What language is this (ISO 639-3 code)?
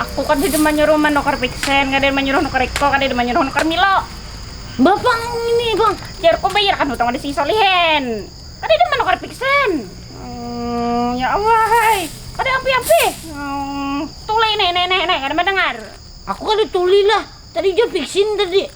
bjn